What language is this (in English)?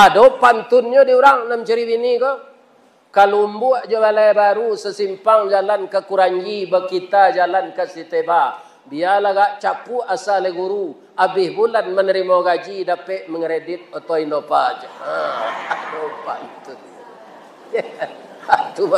Minangkabau